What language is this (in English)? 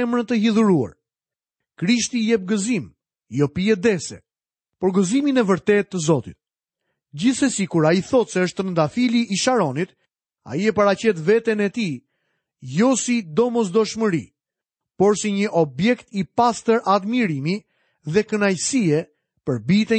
Albanian